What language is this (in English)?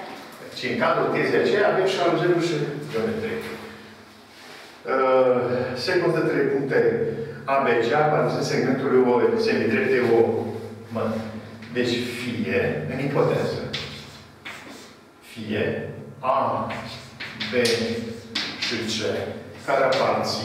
Romanian